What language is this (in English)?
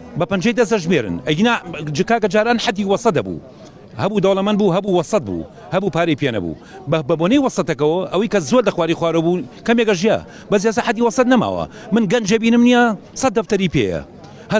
Central Kurdish